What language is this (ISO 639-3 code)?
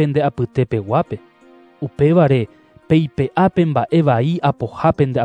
grn